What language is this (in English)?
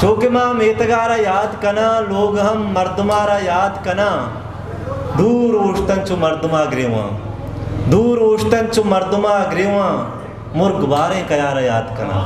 Eastern Balochi